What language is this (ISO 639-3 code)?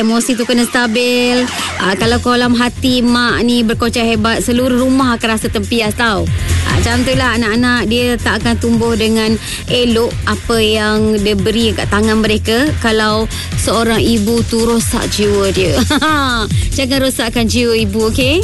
msa